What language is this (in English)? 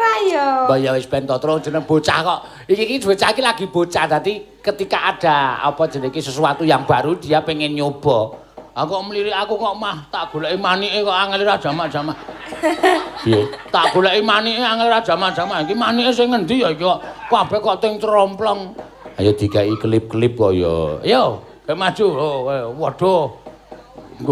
Javanese